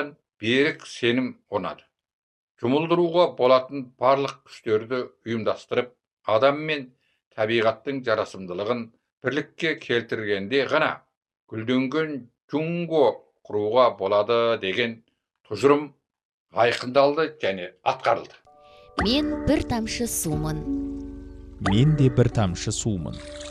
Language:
Kazakh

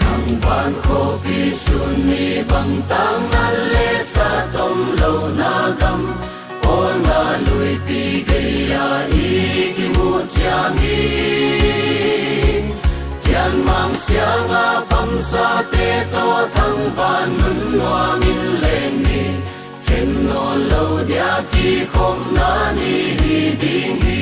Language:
Paite Chin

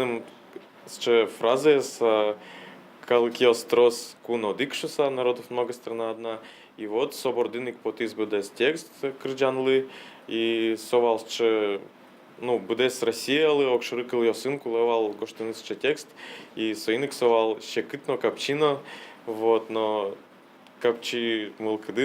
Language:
Udmurt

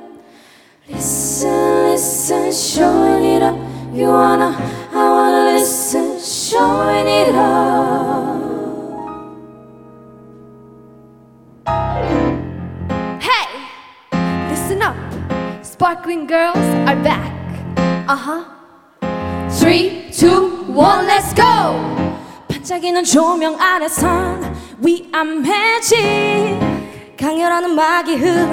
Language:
Korean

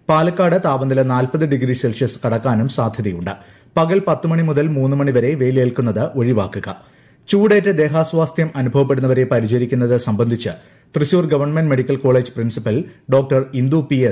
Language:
Malayalam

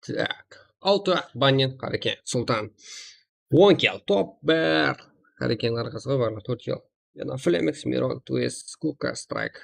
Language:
Kara-Kalpak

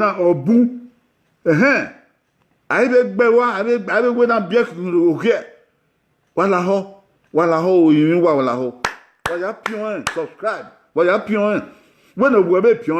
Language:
Bini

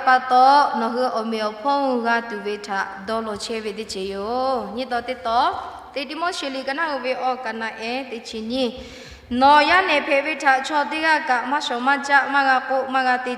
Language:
Lahu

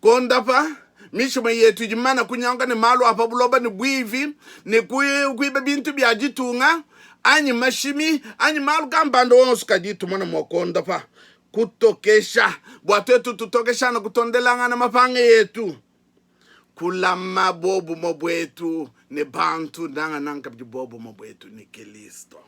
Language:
Luba-Lulua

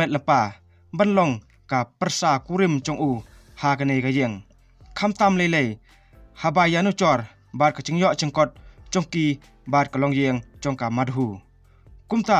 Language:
Khasi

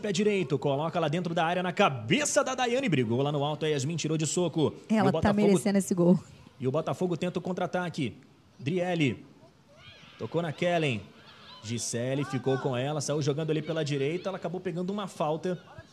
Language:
Portuguese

